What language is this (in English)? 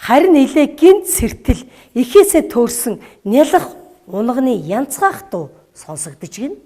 Mongolian